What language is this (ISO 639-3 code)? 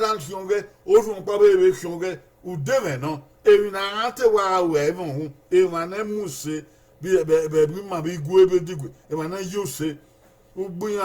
bin